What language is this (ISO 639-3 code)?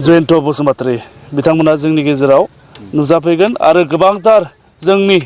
brx